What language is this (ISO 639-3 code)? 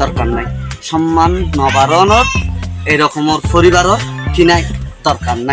rhg